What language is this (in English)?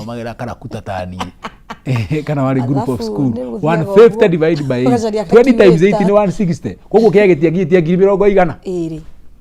Kikuyu